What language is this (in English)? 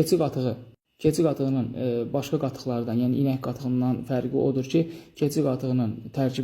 Azerbaijani